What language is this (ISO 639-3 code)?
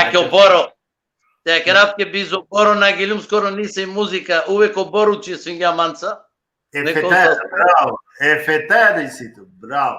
rmn